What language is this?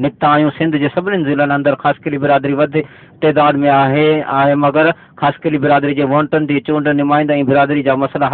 Sindhi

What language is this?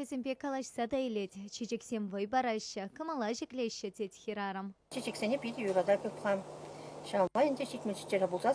Chuvash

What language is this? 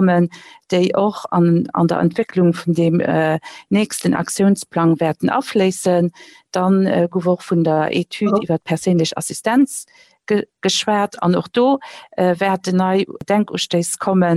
Luxembourgish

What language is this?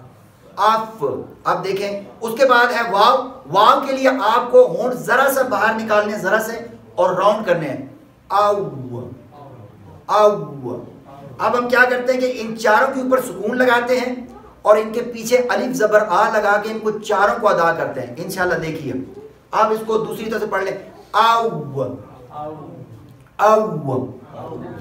Urdu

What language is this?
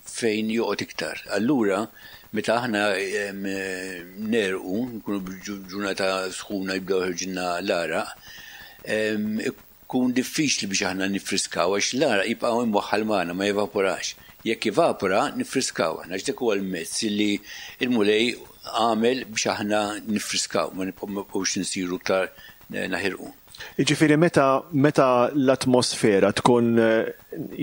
Maltese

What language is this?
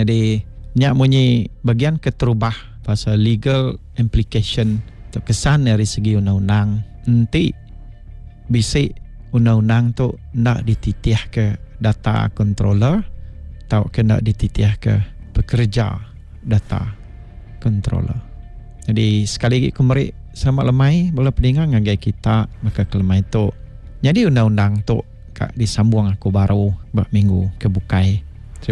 Iban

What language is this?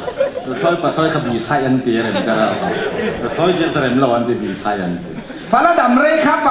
Falam Chin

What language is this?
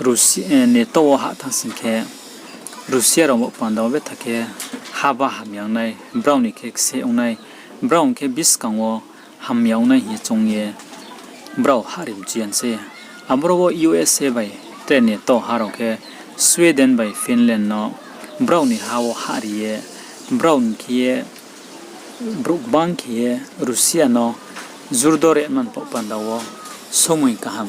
Riang (India)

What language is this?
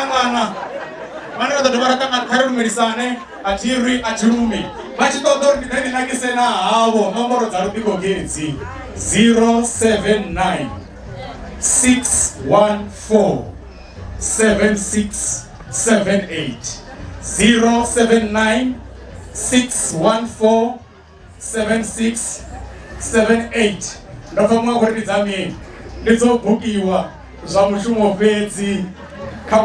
Venda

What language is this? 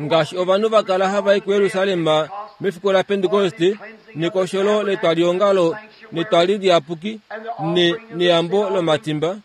Kuanyama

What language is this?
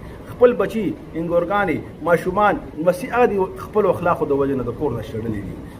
Pashto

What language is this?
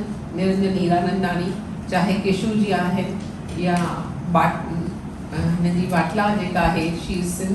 Sindhi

